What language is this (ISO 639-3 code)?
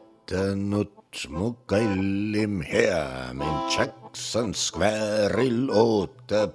est